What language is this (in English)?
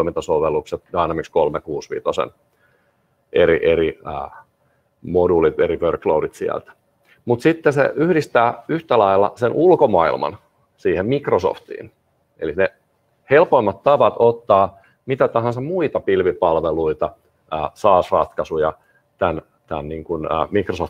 Finnish